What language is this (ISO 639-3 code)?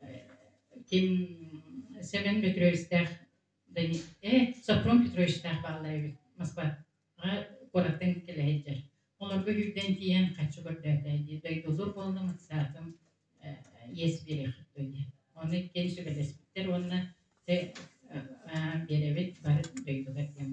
sah